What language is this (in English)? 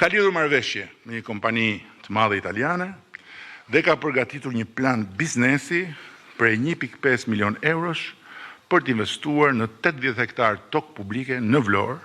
Albanian